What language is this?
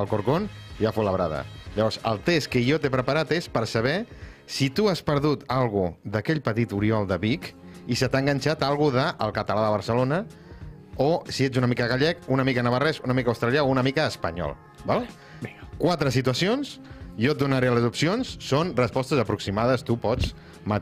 Catalan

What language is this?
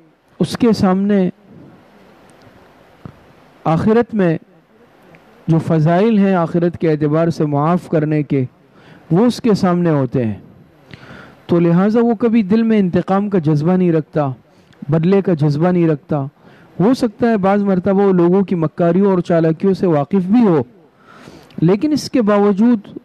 Urdu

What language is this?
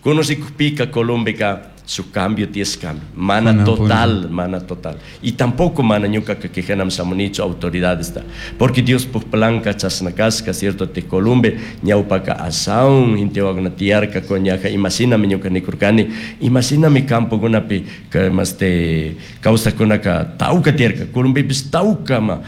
Chimborazo Highland Quichua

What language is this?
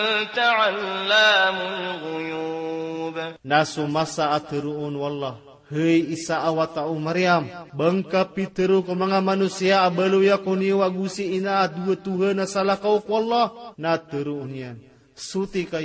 Maranao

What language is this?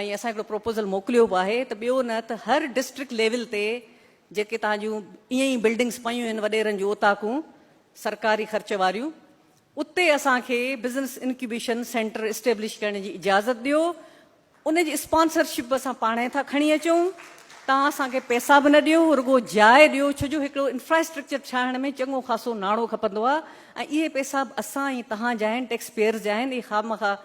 Sindhi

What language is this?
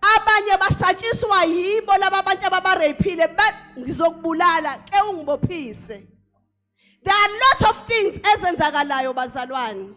Zulu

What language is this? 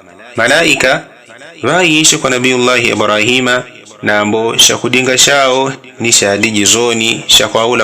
Yao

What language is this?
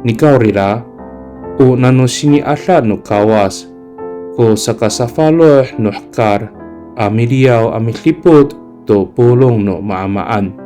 Amis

